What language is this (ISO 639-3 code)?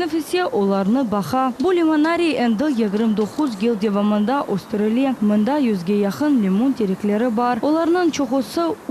crh